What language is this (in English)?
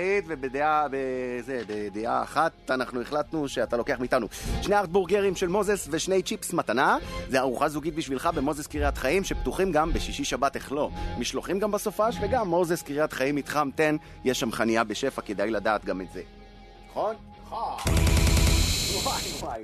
Hebrew